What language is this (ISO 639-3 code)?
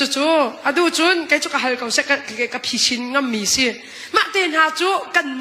cnh